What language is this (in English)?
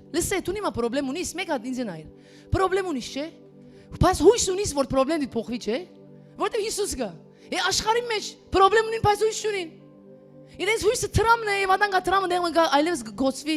Western Armenian